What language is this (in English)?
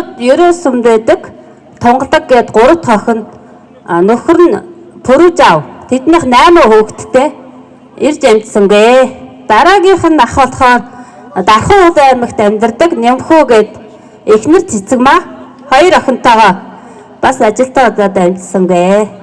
Mongolian